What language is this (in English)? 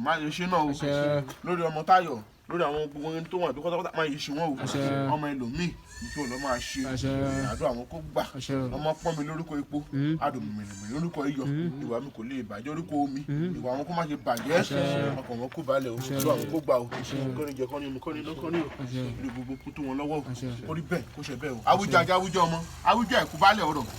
Yoruba